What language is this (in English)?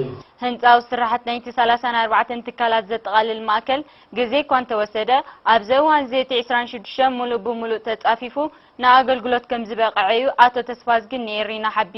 Tigrinya